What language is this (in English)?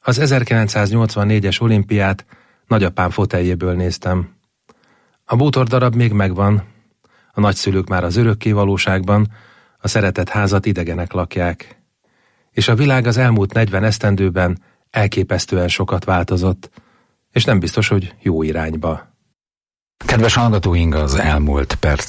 Hungarian